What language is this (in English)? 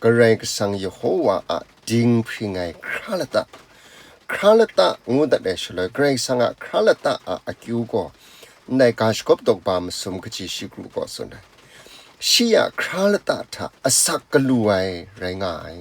Kachin